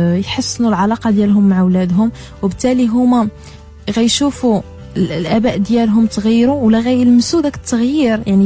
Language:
Moroccan Arabic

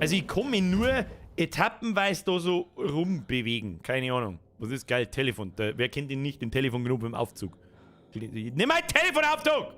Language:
Bavarian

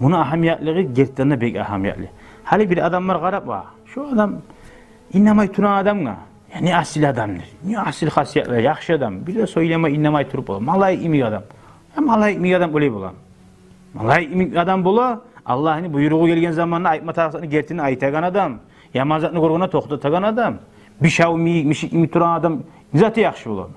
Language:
Kumyk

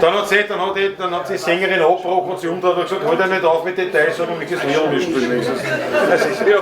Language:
Bavarian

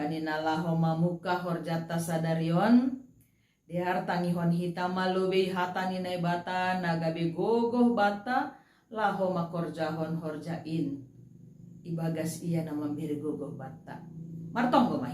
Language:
Batak Simalungun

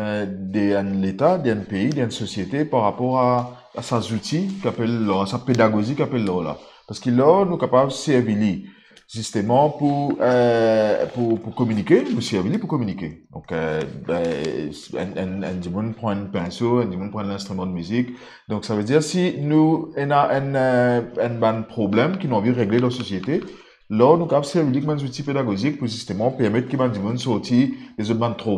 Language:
Morisyen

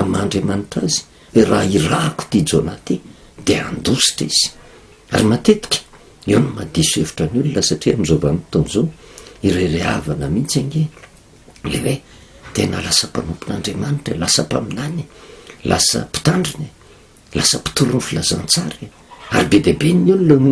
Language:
Malagasy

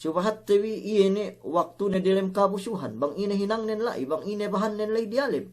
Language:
Yakan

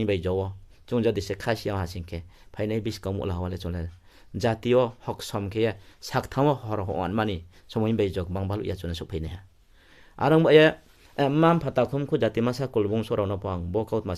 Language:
Riang (India)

